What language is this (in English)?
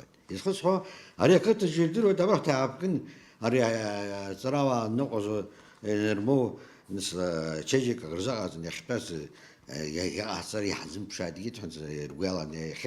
Abkhazian